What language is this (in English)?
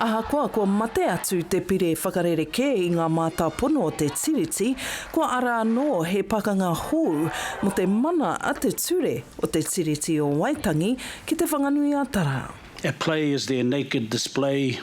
Māori